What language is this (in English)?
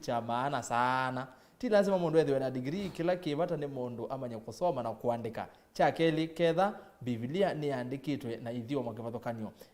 Kamba